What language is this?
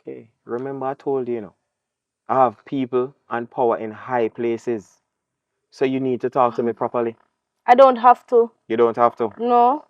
Jamaican Creole English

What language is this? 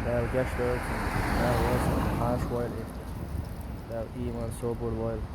Chechen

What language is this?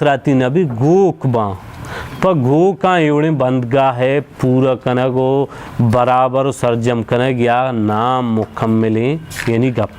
Baluchi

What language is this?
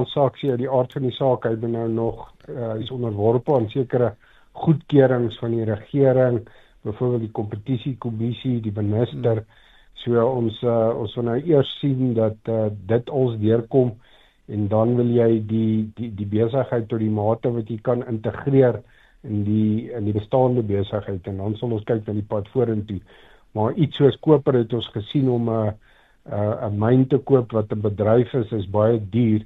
Afrikaans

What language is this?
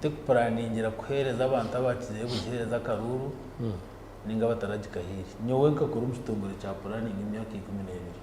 Nyankole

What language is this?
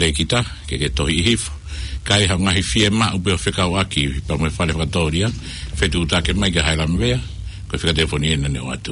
Tongan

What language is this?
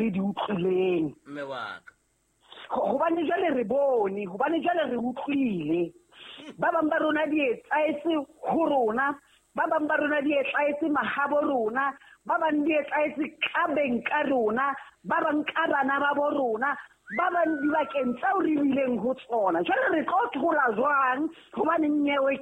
Southern Sotho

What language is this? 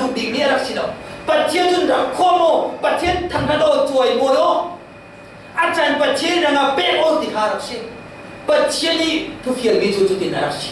Falam Chin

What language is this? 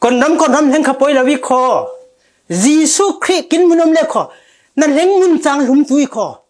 Falam Chin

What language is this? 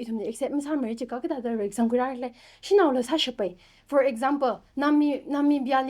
Tangkhul Naga (India)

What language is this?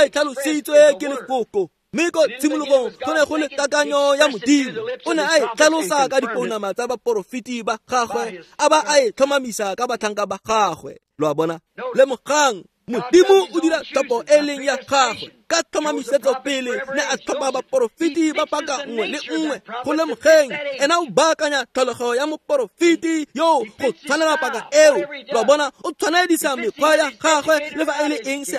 Tswana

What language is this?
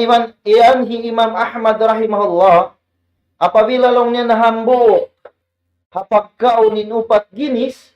Tausug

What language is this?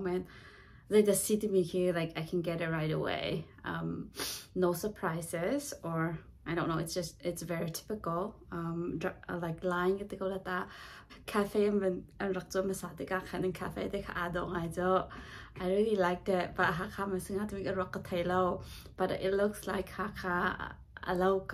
Hakha Chin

